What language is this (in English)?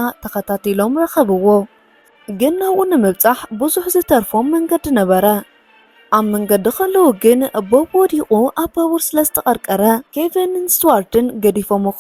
Tigrinya